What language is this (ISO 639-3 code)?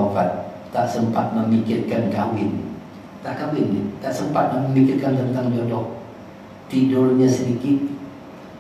msa